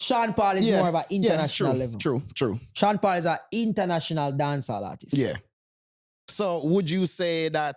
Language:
Jamaican Creole English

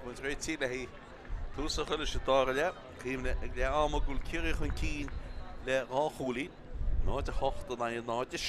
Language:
Irish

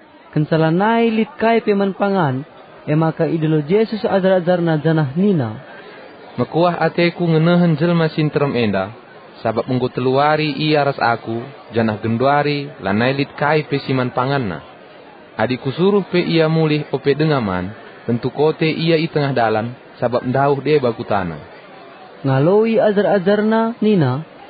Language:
Batak Karo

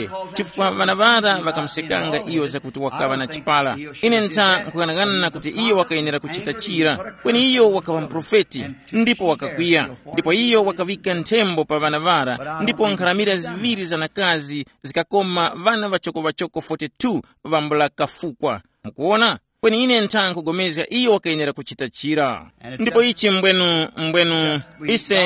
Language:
Tumbuka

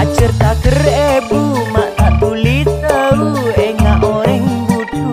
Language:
Madurese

